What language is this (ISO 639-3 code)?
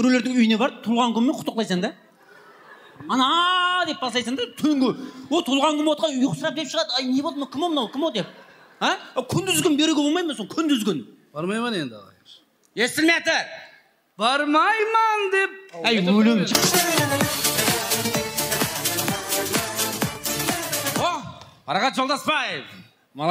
kaz